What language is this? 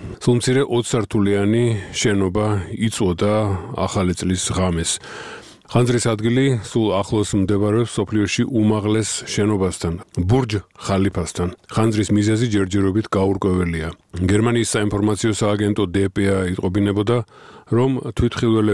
Georgian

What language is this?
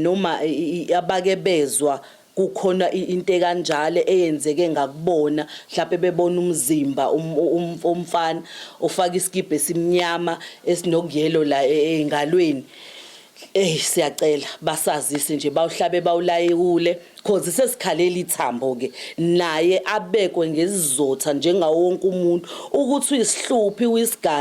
Zulu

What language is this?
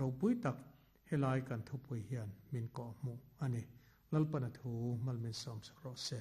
Mizo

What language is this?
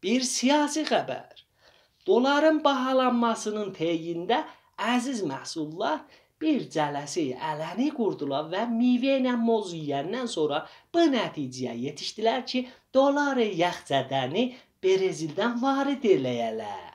South Azerbaijani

